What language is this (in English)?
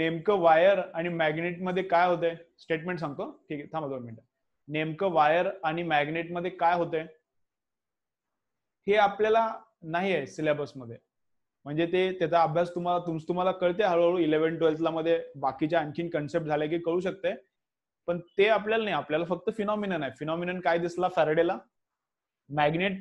Marathi